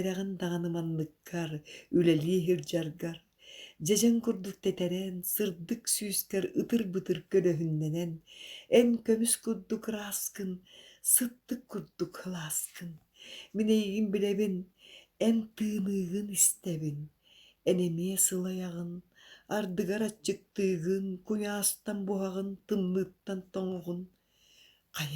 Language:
Yakut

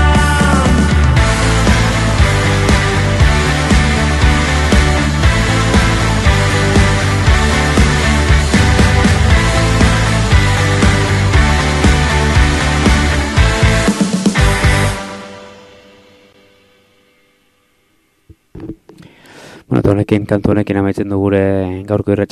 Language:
Basque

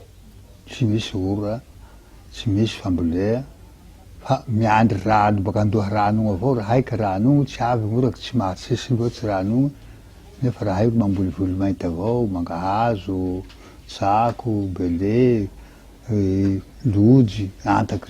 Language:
Malagasy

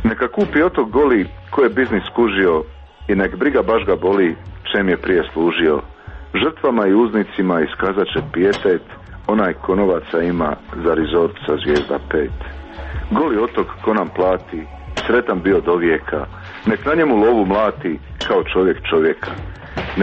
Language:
Croatian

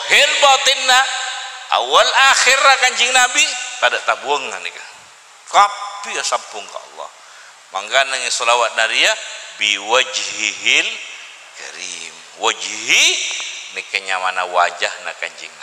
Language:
Madurese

